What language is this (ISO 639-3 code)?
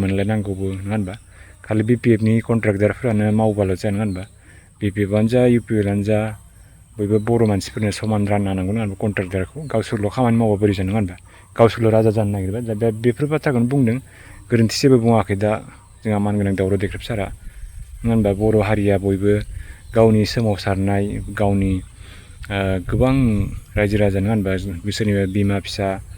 brx